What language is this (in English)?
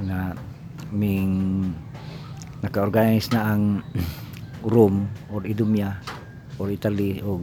Cebuano